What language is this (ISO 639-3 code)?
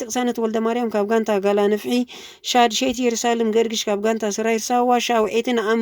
tir